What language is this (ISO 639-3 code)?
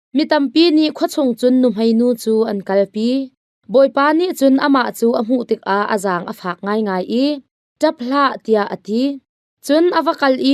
cnh